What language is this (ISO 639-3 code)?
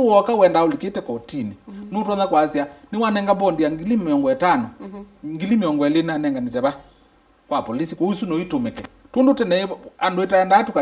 kam